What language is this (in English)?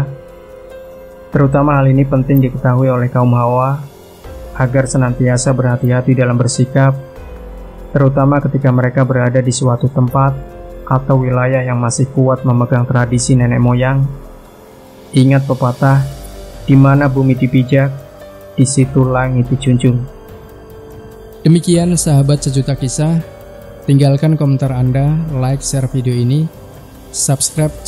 Indonesian